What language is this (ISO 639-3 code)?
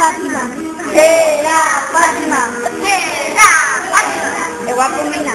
grn